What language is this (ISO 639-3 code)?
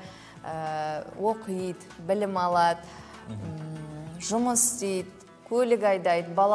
kaz